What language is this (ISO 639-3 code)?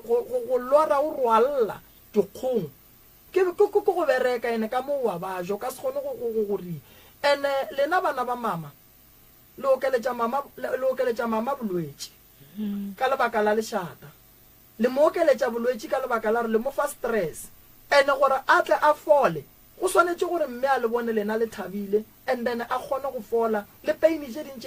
nso